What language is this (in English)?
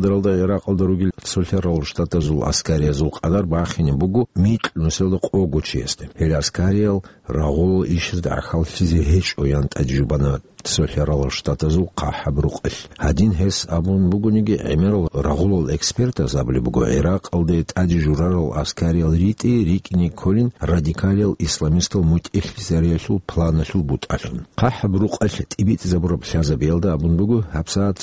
Avaric